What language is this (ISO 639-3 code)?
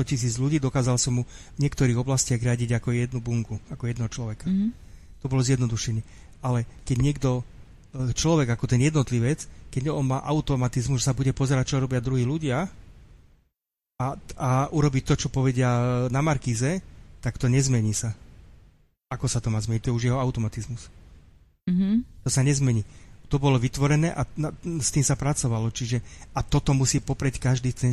slk